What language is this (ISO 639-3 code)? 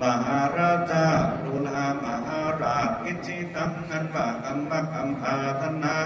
khb